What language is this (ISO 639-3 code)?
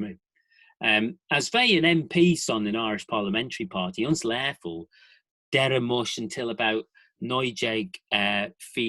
glv